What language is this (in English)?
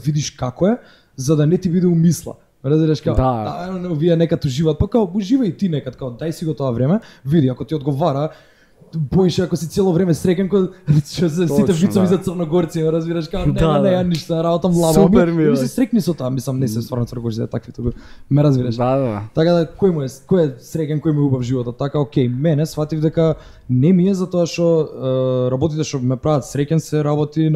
Macedonian